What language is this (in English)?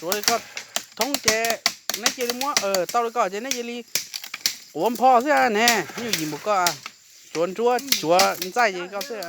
Hmong